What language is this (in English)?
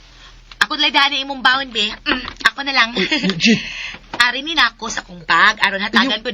Cebuano